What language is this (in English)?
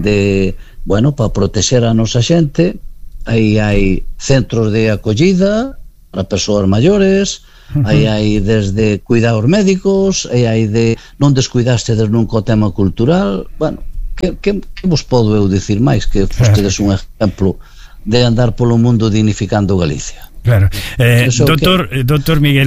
Galician